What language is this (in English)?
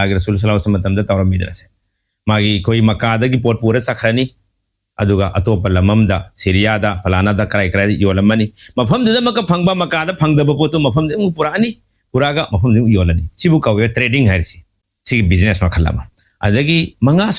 Manipuri